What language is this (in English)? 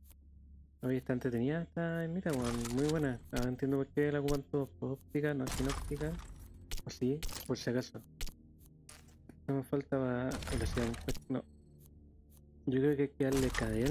Spanish